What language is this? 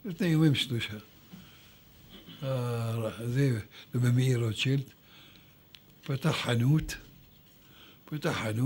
Hebrew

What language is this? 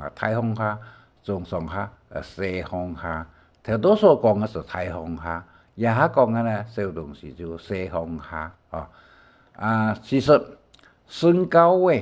Hakka Chinese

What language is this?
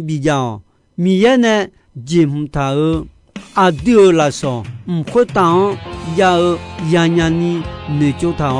Akha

